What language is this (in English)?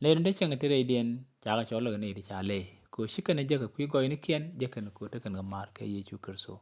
Nuer